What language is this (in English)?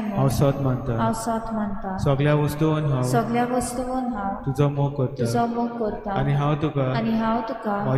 Konkani